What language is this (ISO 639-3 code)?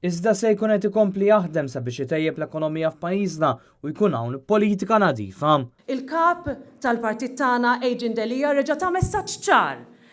mlt